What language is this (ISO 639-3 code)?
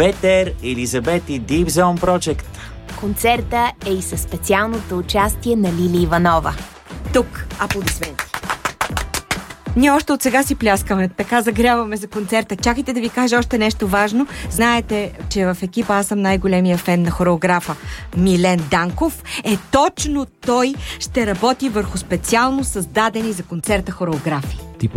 bul